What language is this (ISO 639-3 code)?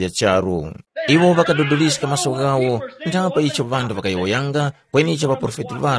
tum